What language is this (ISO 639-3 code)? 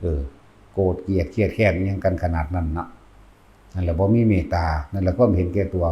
tts